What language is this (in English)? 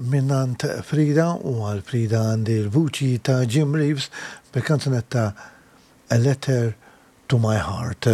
Maltese